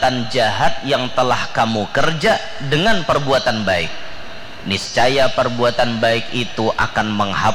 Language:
Banjar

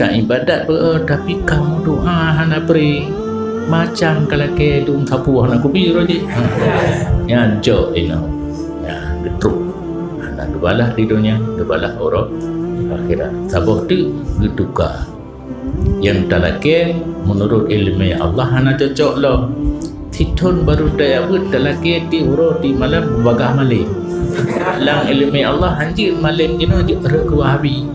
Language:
Achinese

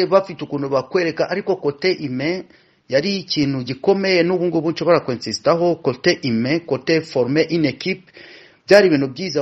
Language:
Kinyarwanda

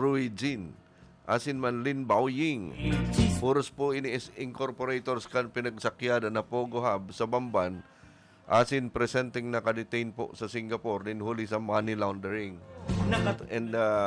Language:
Bikol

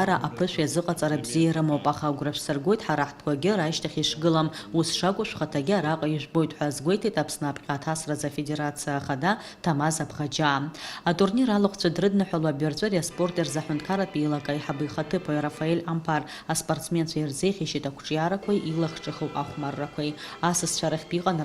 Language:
Abkhazian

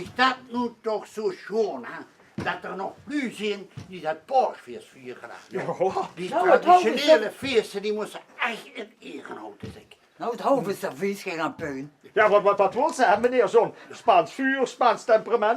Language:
Limburgish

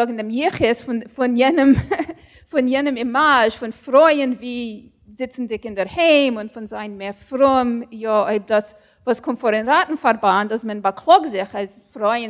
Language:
Yiddish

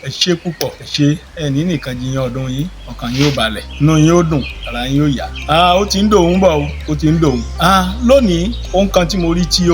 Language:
Yoruba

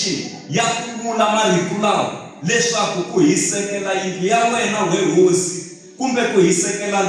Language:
Tsonga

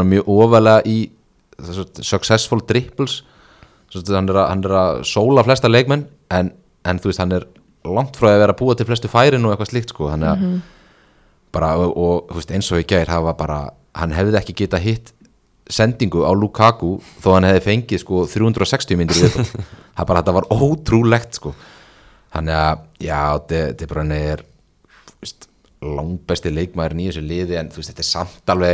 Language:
Icelandic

